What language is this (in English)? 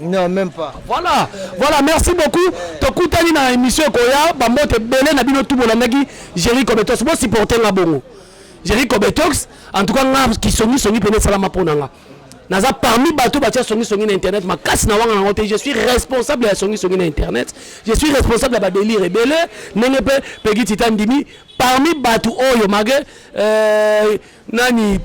Lingala